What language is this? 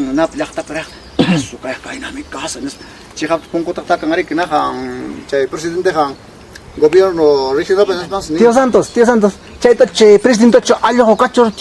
Ayacucho Quechua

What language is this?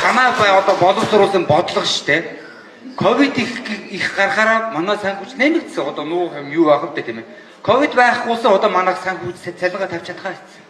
Mongolian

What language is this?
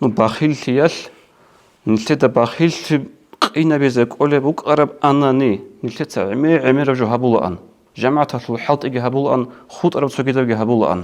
Avaric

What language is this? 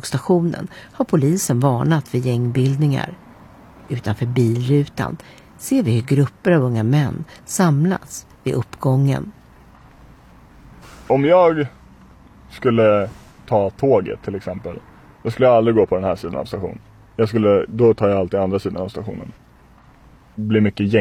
Swedish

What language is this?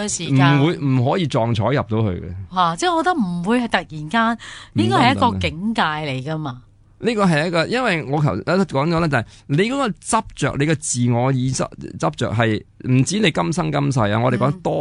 Cantonese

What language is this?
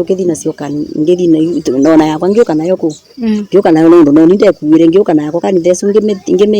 Kikuyu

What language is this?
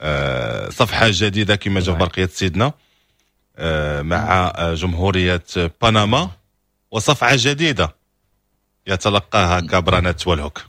Moroccan Arabic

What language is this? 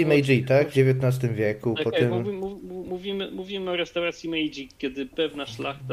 Polish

